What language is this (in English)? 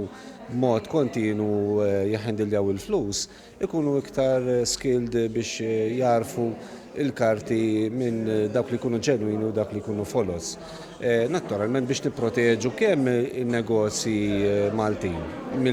Maltese